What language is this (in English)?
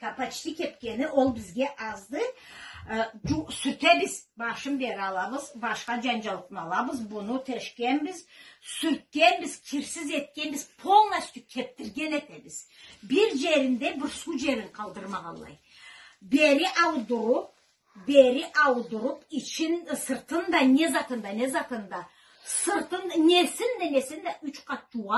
Karachay-Balkar